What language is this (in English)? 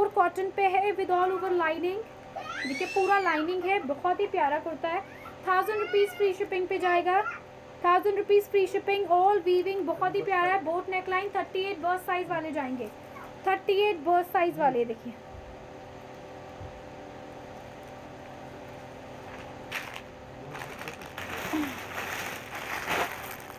Hindi